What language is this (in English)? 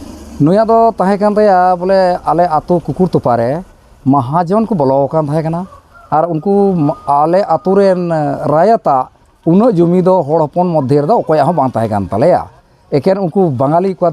Santali